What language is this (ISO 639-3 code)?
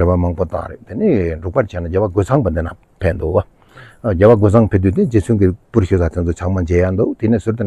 bod